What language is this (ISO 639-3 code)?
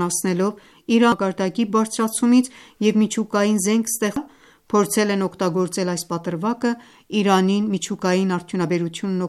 hye